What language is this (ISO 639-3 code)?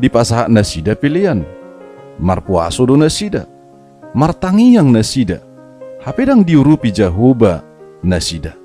bbc